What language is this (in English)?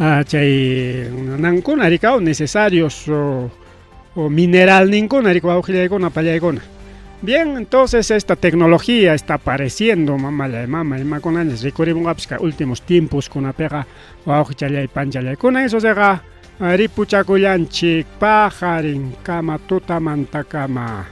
Ayacucho Quechua